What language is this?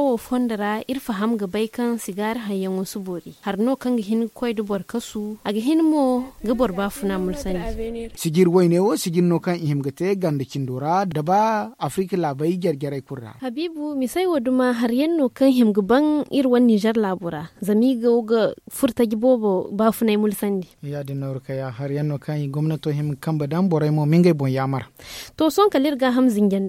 Zarma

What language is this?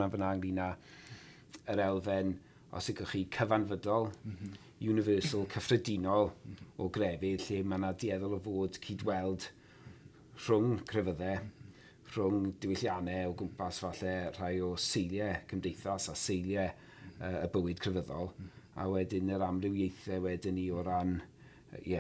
Welsh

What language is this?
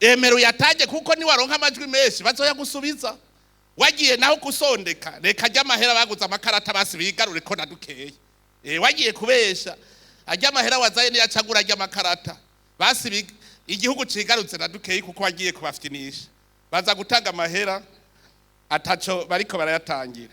Rundi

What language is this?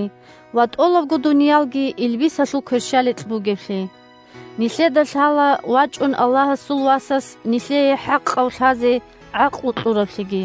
Avaric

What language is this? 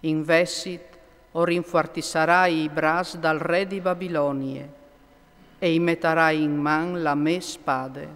Friulian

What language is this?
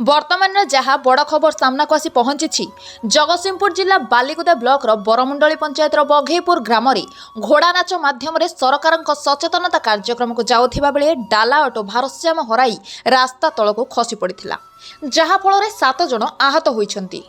Odia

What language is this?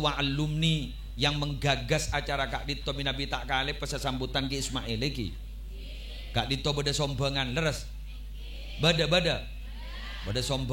Madurese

